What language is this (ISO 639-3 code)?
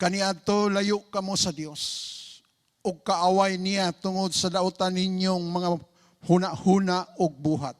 ceb